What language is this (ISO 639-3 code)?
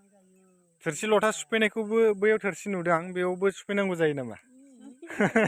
brx